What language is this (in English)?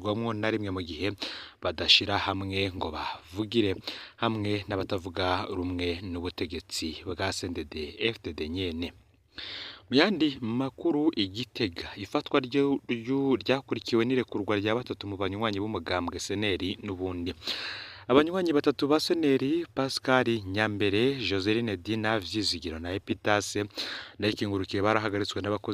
Rundi